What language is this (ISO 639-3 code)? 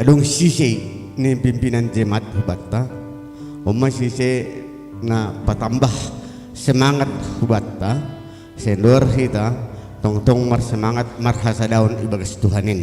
bts